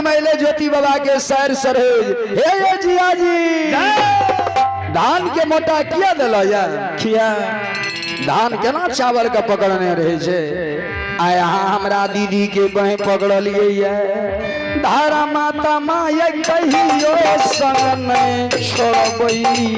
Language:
Maithili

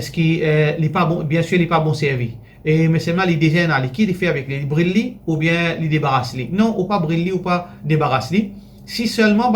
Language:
Morisyen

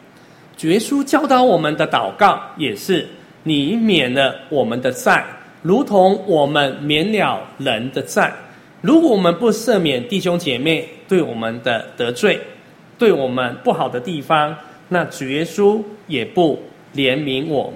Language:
Chinese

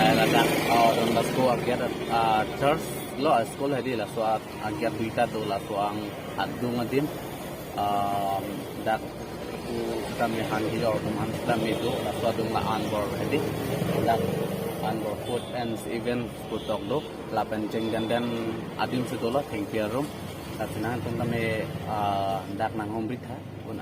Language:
Karbi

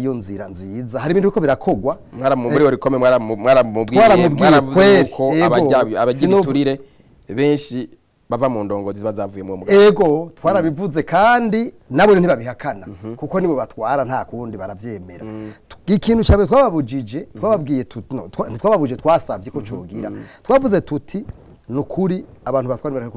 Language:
Rundi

